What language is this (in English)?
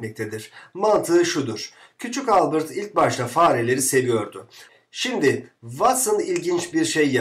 Turkish